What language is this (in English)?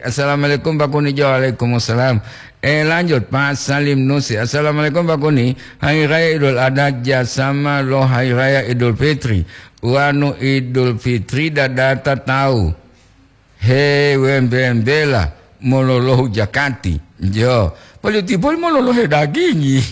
Gorontalo